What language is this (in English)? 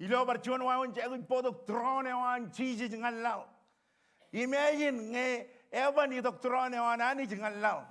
Marshallese